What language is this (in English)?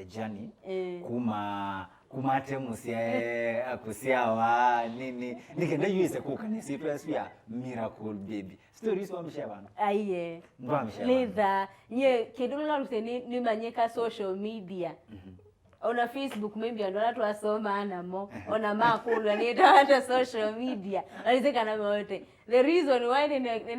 Kamba